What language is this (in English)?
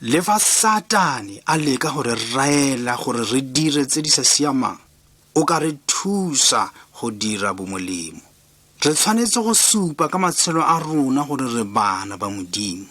Tswana